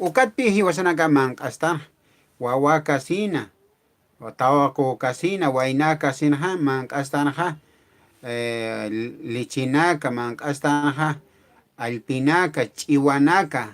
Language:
Aymara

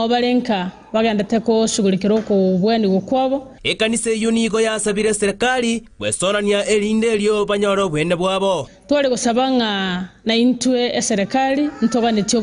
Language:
Gusii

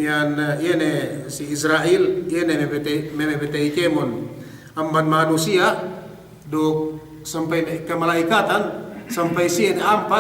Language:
Yakan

